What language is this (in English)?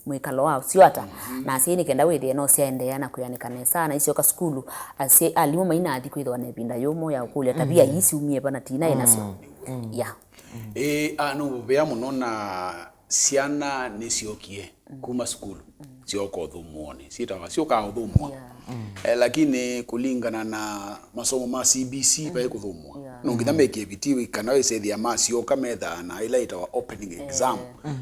Kamba